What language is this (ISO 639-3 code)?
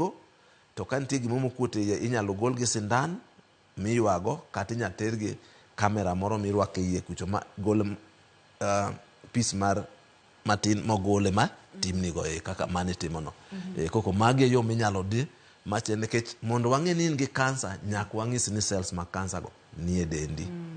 luo